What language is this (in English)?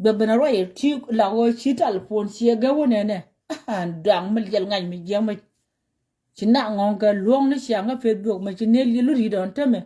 Nuer